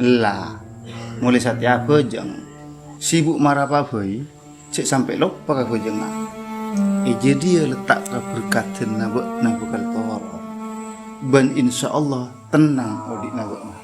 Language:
Madurese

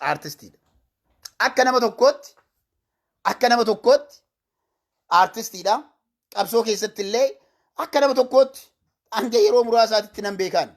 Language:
Oromo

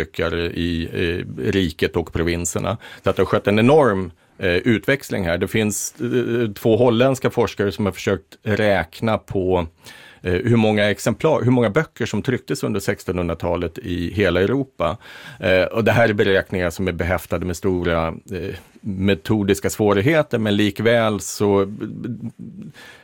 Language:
Swedish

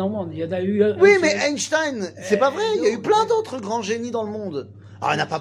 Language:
French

